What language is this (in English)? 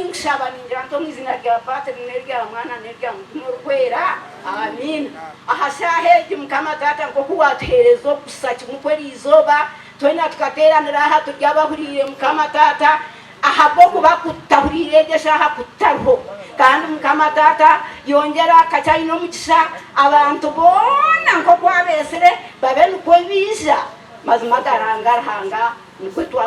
Nyankole